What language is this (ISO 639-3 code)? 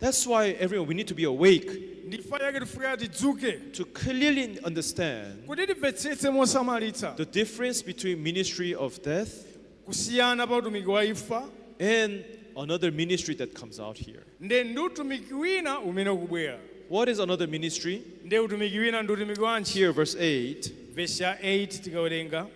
nya